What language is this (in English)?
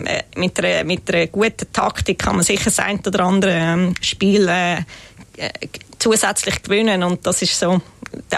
Swiss German